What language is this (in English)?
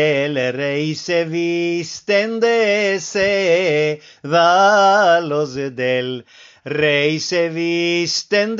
Ladino